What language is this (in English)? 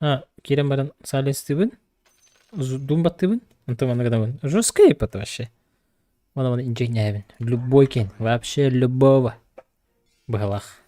Yakut